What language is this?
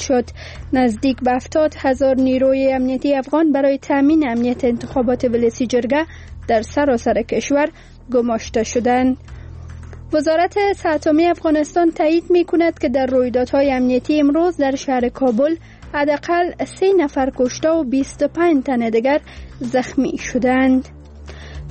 Persian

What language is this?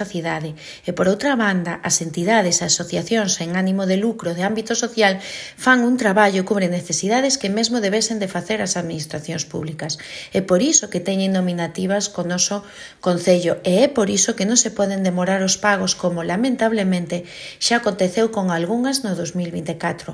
Galician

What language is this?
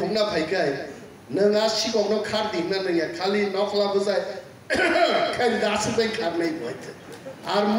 Kok Borok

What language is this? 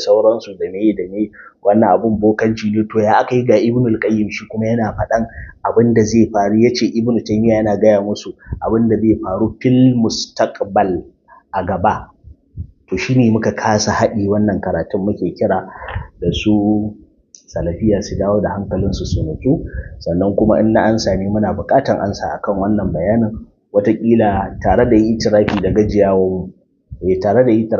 Hausa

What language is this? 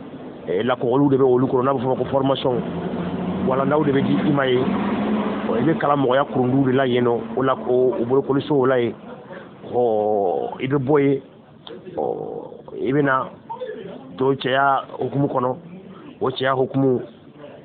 Bambara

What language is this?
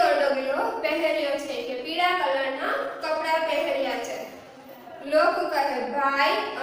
Gujarati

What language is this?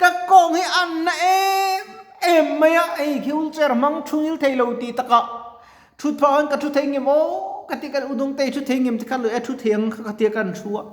Mizo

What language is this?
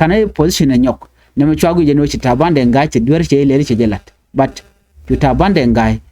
Nuer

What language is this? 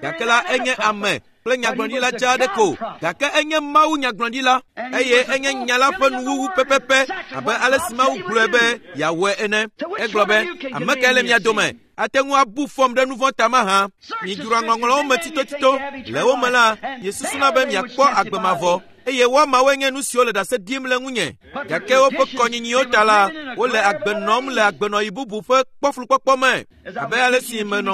Ewe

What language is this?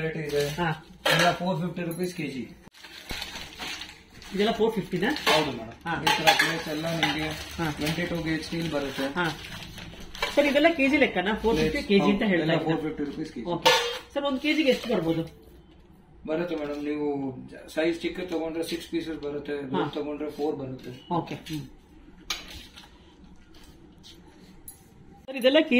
Kannada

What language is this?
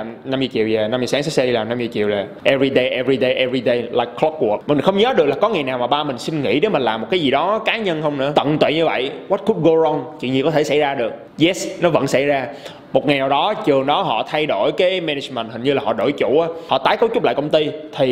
Vietnamese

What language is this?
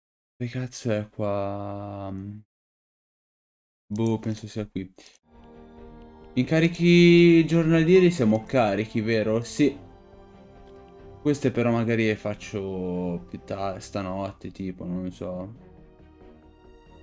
Italian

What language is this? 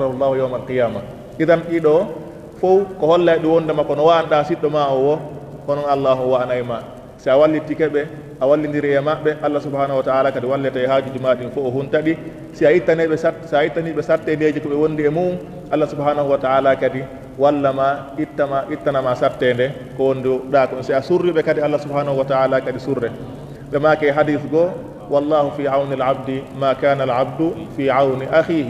Fula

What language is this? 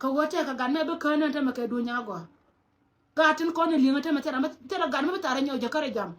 Nuer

